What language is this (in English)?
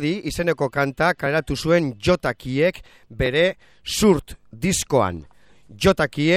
Basque